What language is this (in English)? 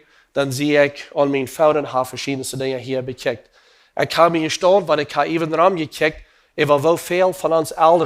Plautdietsch